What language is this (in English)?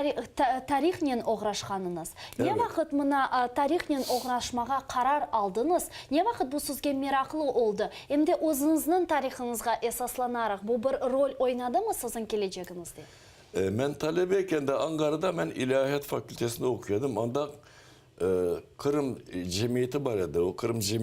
Crimean Tatar